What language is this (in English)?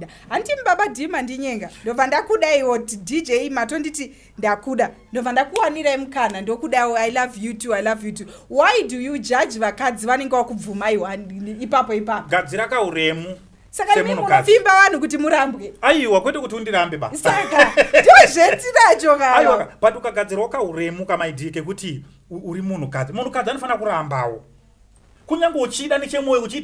Shona